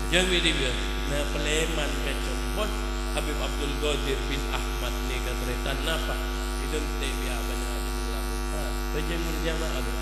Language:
Madurese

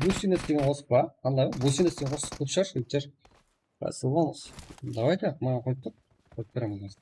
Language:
Kara-Kalpak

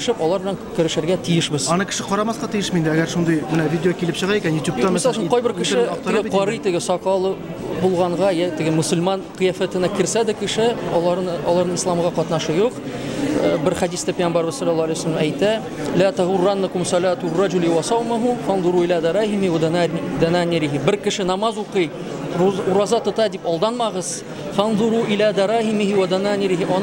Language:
Tatar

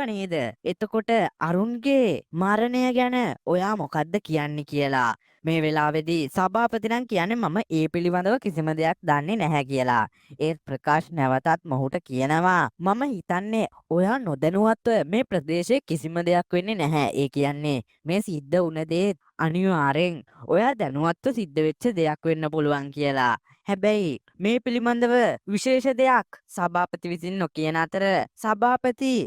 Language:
Sinhala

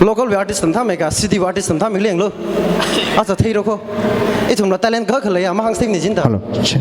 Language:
Tangkhul Naga (India)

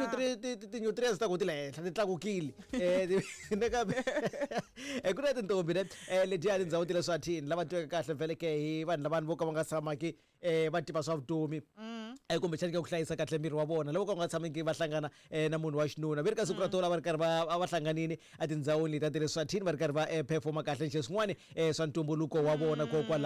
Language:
Tsonga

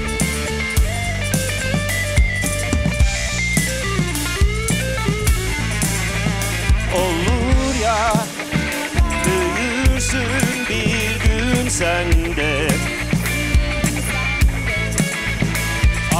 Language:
Turkish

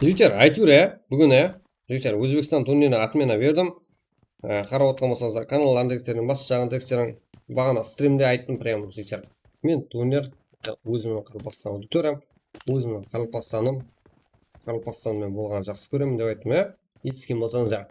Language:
Kara-Kalpak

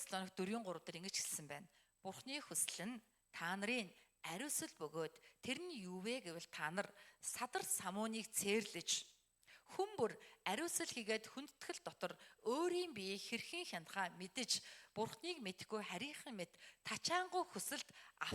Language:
Mongolian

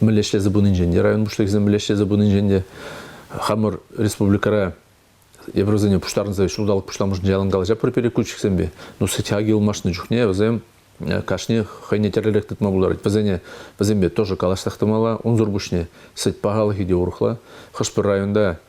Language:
Chuvash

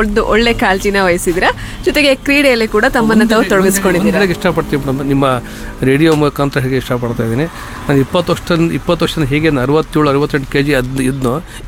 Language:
Kannada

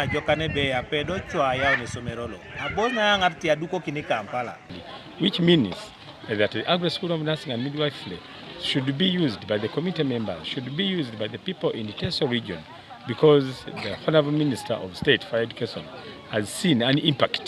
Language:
Teso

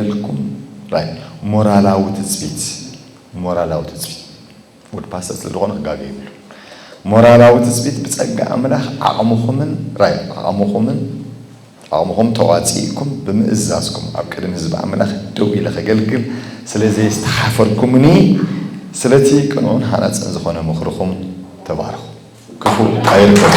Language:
Tigrinya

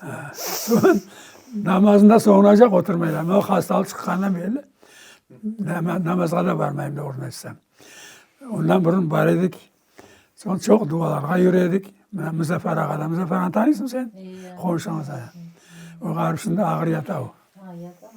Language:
Crimean Tatar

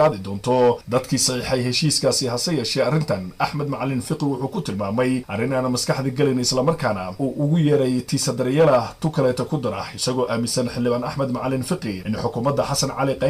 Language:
Somali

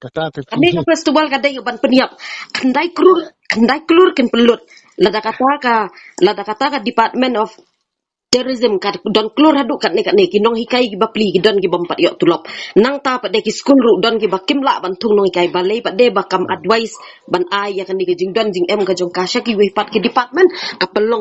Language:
Khasi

